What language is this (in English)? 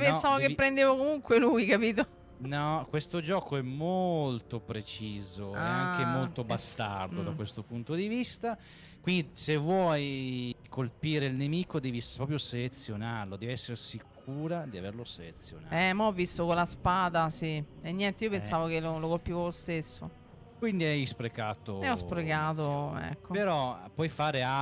Italian